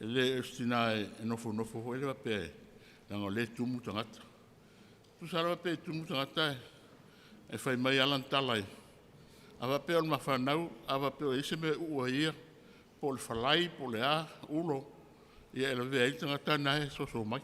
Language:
Samoan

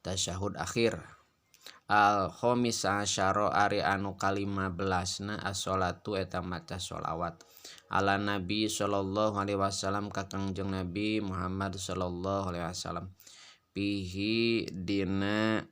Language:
Sundanese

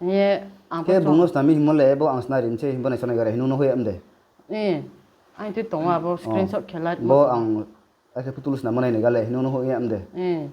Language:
Riang (India)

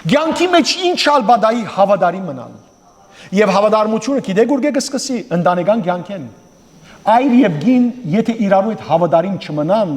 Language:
Western Armenian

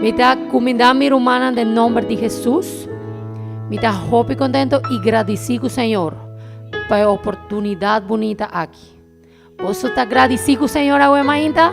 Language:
Papiamento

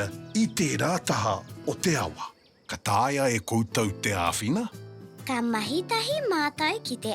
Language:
Māori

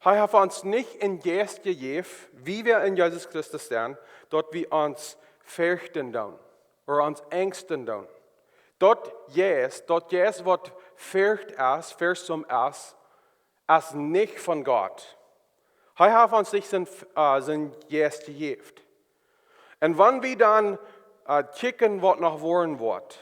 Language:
Plautdietsch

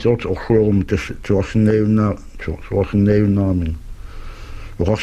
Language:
Kalaallisut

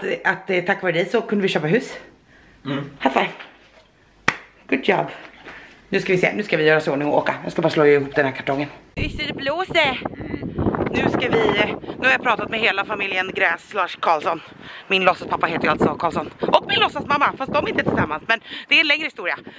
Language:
Swedish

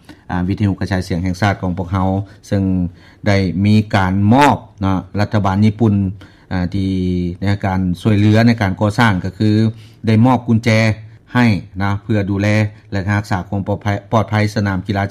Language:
Lao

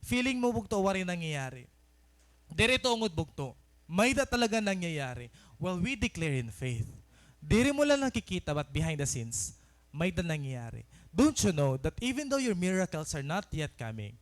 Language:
Waray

